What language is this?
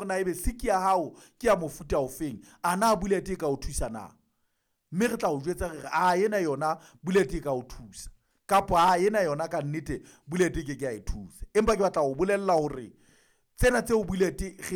Southern Sotho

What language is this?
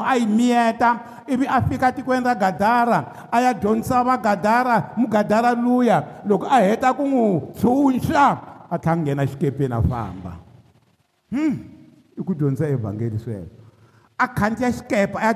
Tsonga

